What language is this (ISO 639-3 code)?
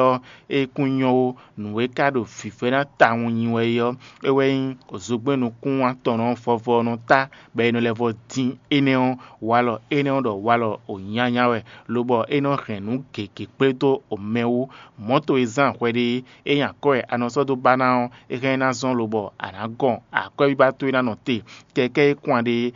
fon